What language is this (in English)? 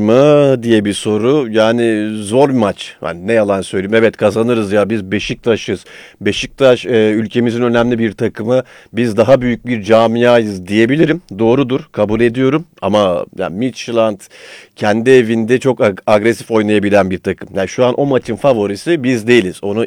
Turkish